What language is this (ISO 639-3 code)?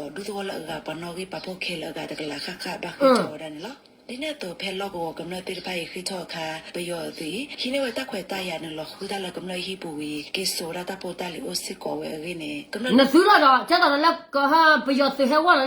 ksw